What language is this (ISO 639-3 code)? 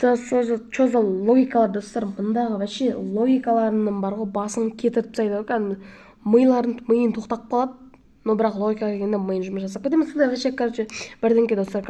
kaz